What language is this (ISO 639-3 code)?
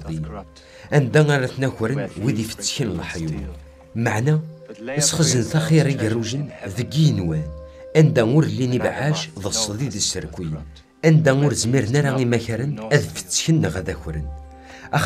kab